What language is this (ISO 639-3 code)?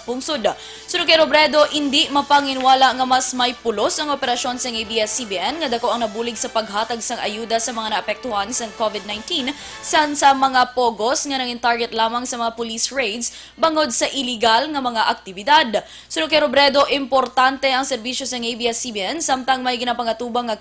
hil